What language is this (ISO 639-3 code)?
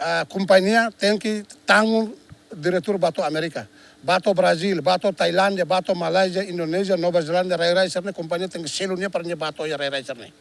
tet